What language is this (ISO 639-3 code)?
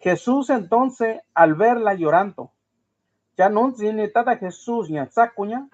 mix